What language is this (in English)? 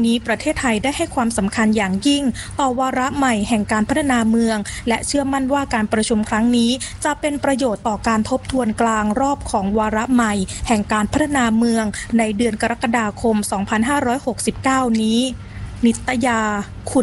Thai